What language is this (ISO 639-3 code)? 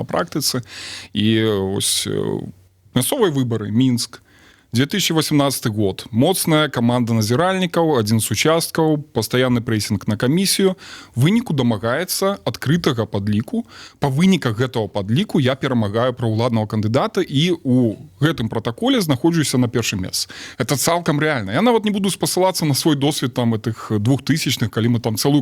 bel